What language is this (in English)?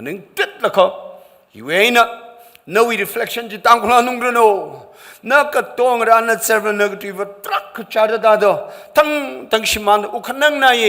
Tangkhul Naga (India)